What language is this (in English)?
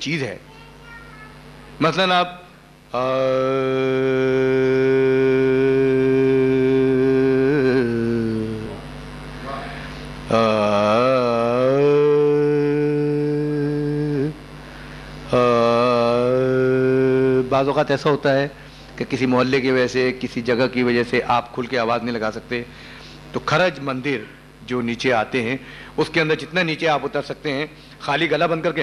Urdu